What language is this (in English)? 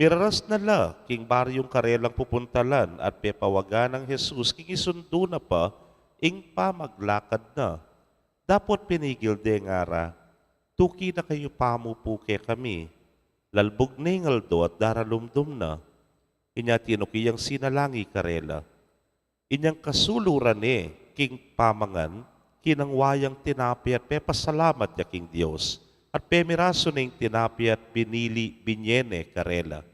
Pampanga